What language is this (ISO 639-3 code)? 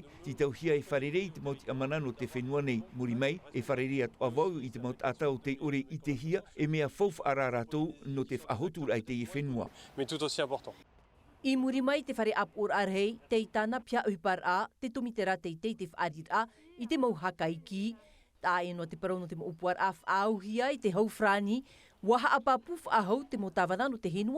tah